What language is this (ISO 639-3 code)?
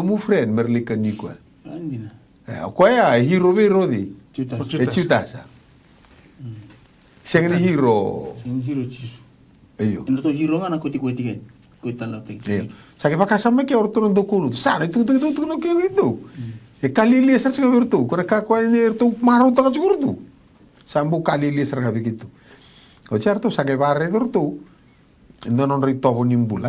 fij